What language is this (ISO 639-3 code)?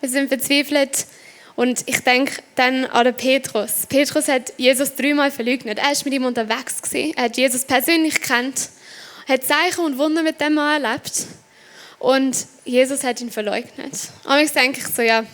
gsw